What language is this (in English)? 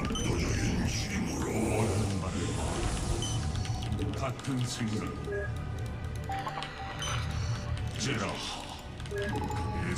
Korean